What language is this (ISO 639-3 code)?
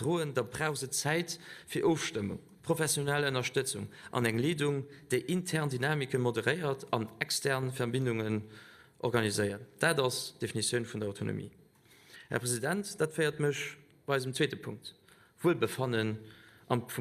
ltz